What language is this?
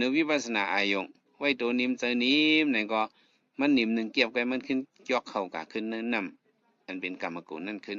Shan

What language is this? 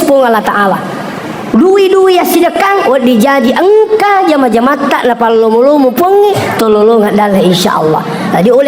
Buginese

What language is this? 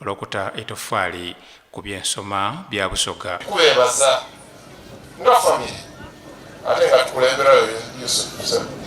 Soga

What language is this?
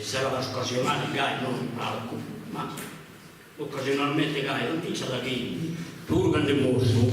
Sardinian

